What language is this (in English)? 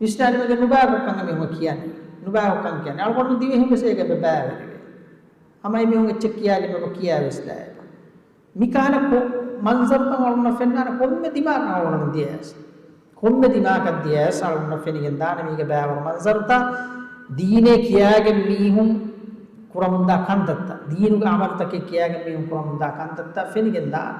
Divehi